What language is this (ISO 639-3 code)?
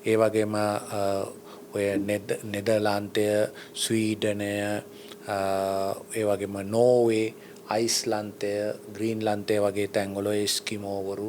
sin